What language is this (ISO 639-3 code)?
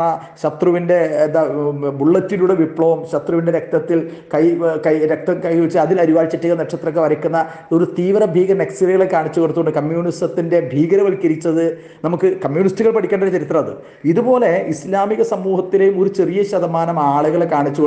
mal